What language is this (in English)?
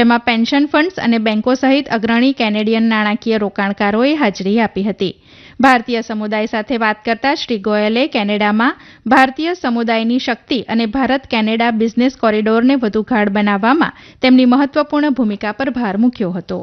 Gujarati